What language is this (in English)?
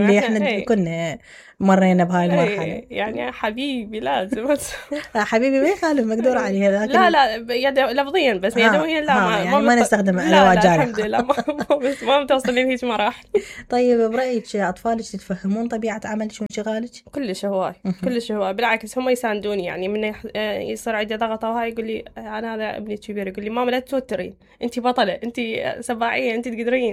Mesopotamian Arabic